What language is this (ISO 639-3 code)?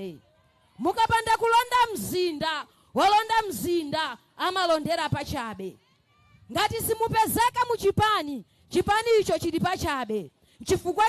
nya